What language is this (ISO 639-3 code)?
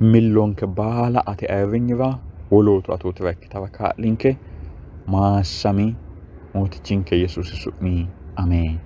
sid